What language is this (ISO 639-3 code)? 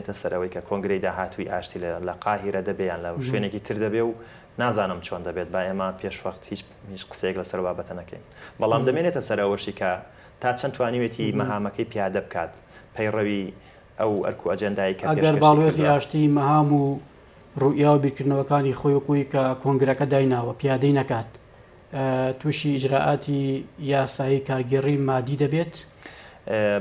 ckb